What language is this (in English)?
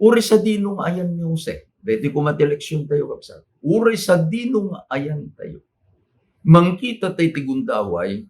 Iloko